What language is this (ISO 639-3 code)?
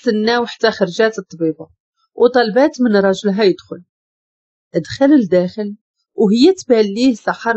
ary